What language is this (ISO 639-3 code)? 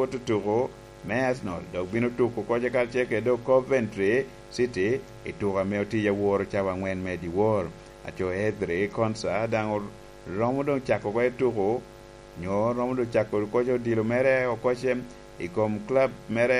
laj